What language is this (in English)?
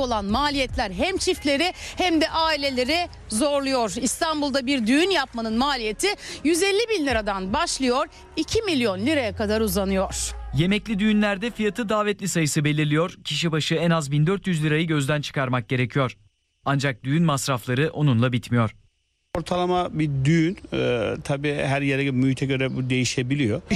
Turkish